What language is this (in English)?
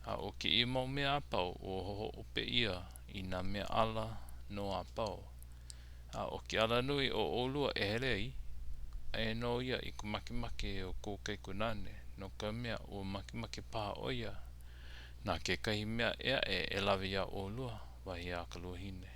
Hawaiian